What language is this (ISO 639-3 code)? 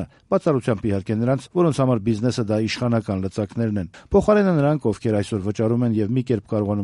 hye